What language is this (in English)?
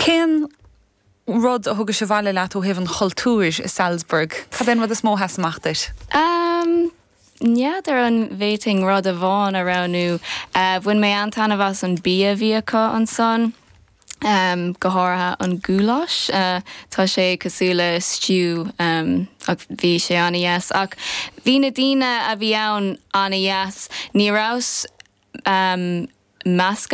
Irish